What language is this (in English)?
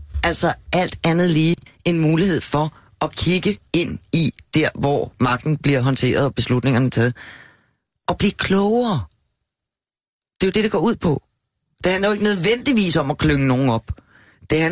Danish